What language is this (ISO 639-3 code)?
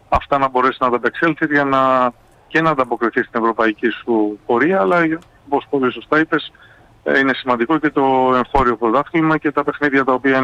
ell